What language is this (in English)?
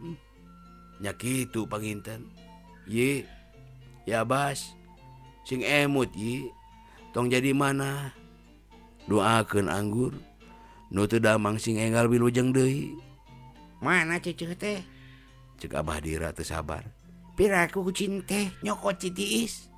Sundanese